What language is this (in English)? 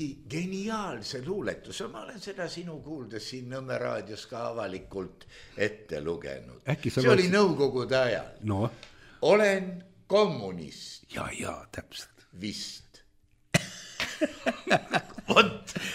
Estonian